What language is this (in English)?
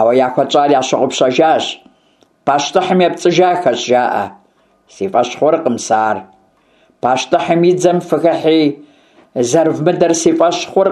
Kabardian